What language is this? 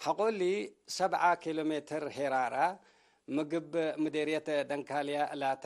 Tigre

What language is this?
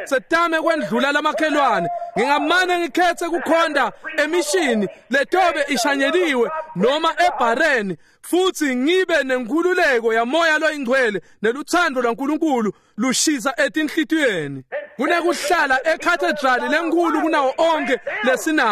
Swati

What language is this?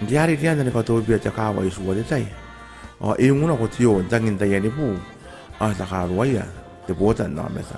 Gilbertese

